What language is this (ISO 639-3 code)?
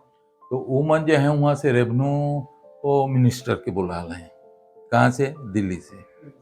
sck